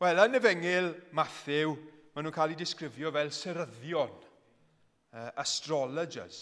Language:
Welsh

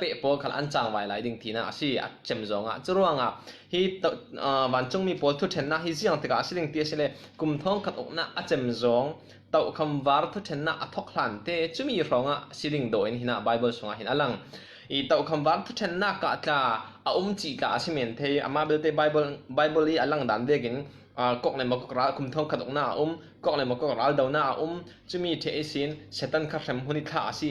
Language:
Falam Chin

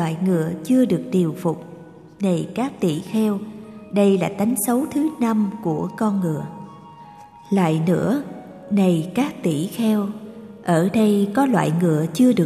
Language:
Vietnamese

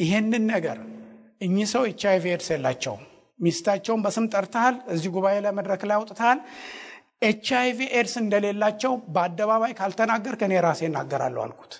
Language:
Amharic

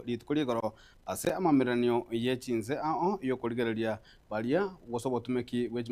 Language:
Gusii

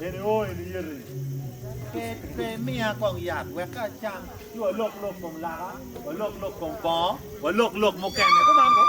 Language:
Acoli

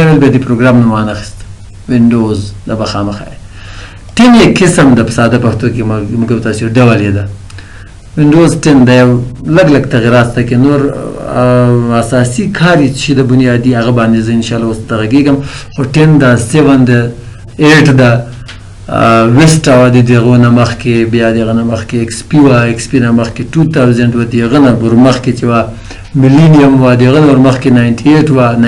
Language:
Pashto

